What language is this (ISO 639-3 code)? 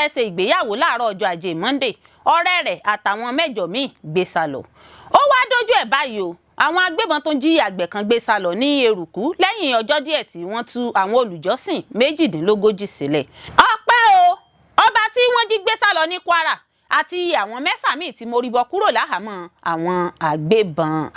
yor